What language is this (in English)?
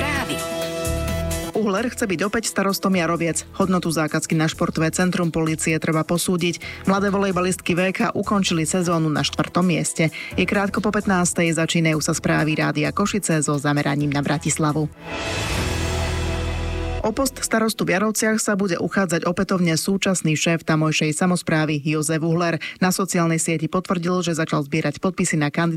Slovak